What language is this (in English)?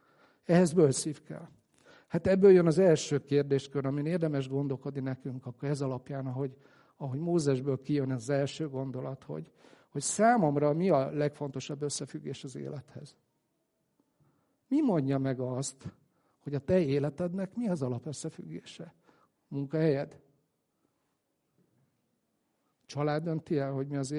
Hungarian